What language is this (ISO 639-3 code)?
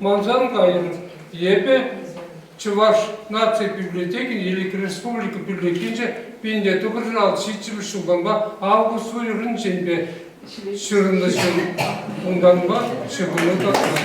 chv